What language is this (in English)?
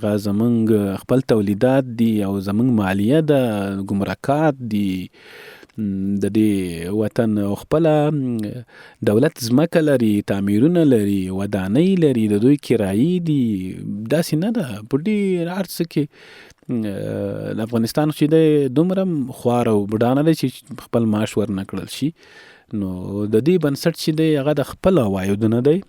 Pashto